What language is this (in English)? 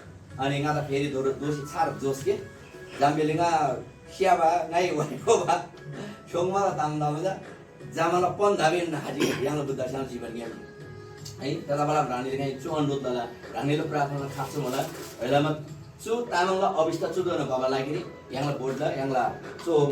Eastern Tamang